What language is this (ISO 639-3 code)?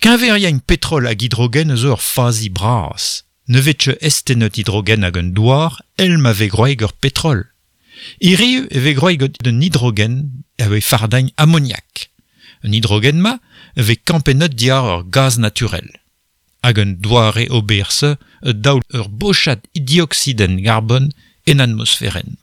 bre